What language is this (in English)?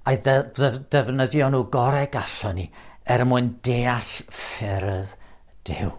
Welsh